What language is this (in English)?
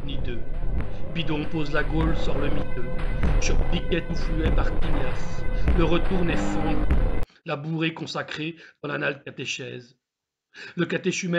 French